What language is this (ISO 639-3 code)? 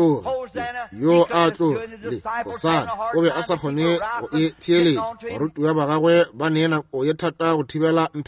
nso